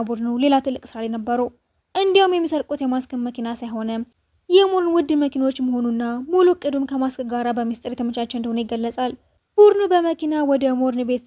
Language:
Amharic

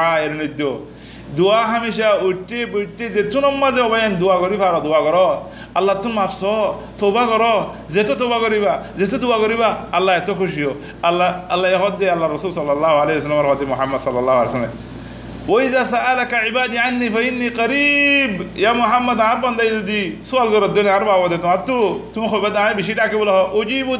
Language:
Rohingya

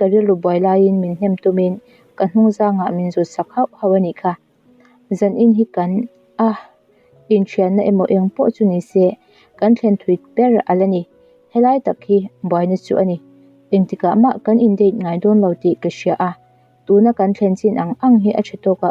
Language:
Mizo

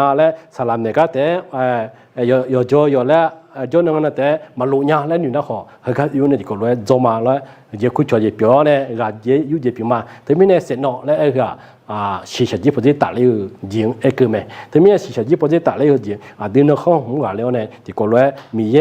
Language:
Akha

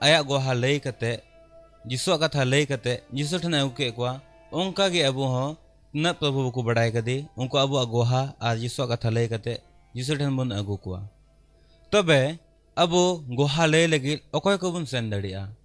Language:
Santali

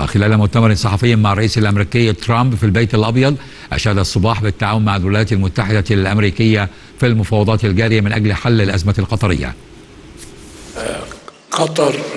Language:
Arabic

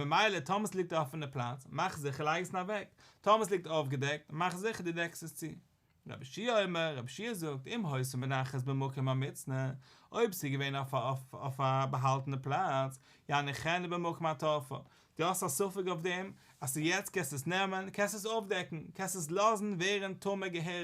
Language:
Yiddish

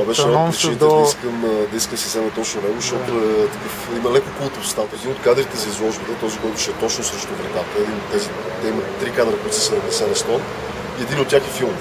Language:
Bulgarian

